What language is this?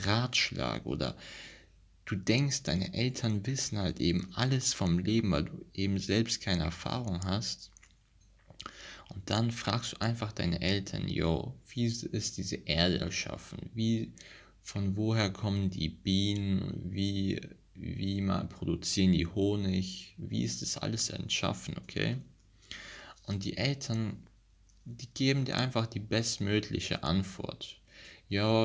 German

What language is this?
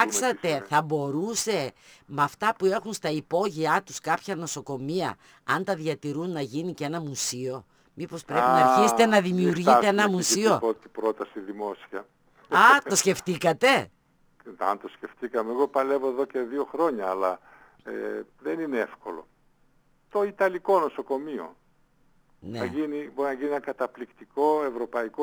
Greek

